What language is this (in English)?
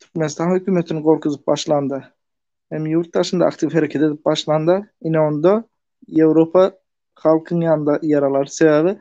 Turkmen